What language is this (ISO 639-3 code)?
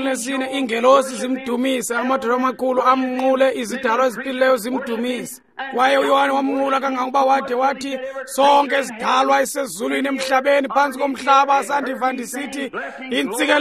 xho